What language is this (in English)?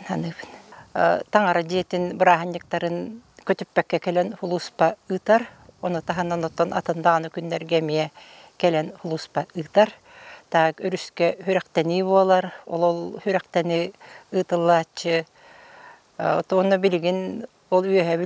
Yakut